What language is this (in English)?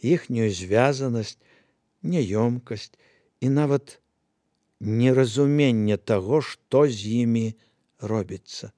Belarusian